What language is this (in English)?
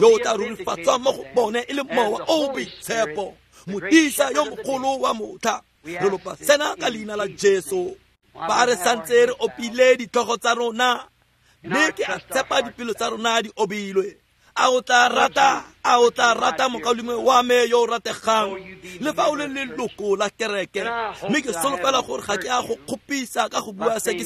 Tswana